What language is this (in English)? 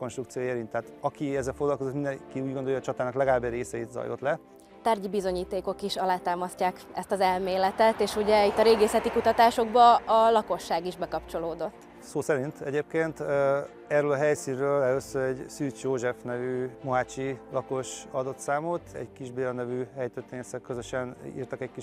Hungarian